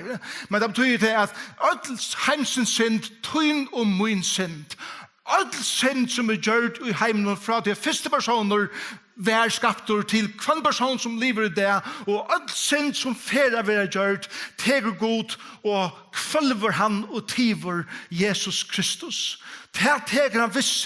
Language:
Faroese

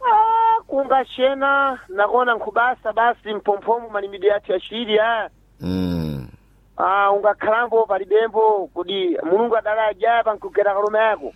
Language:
Sena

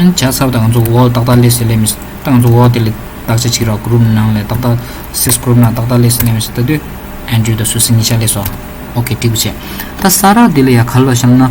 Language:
Tibetan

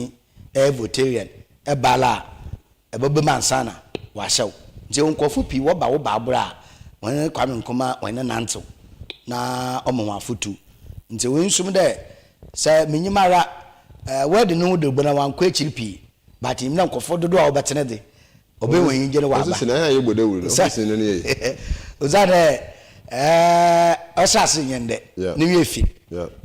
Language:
Akan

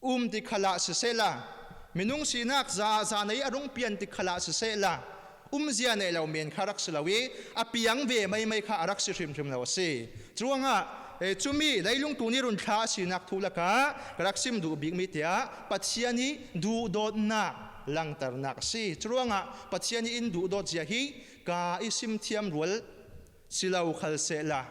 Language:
Falam Chin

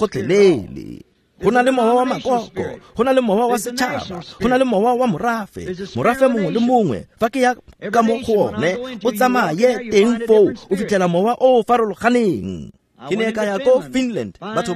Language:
Tswana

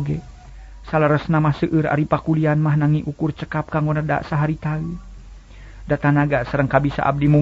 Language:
Sundanese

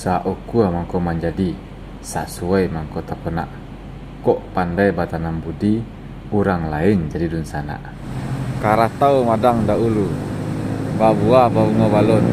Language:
Minangkabau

